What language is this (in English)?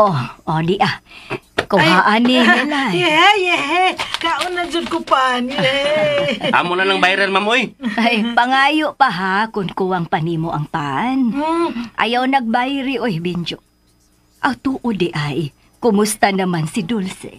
Cebuano